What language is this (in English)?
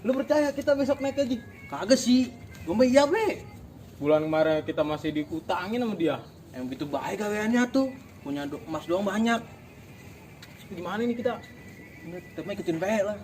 Betawi